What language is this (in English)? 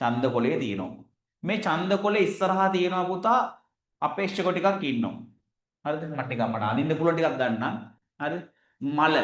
Sinhala